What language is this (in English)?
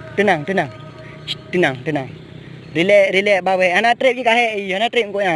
Achinese